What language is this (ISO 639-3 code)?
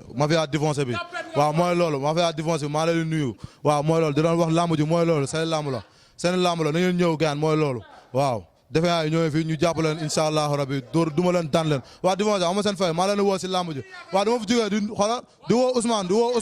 wol